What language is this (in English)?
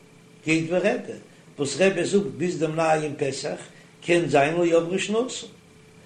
Yiddish